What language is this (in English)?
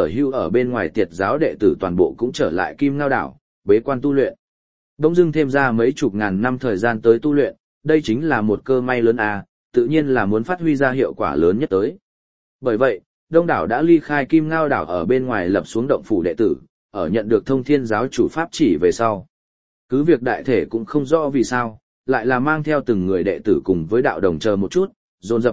Vietnamese